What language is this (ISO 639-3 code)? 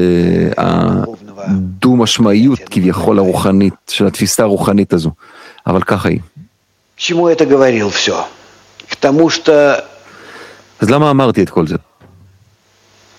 heb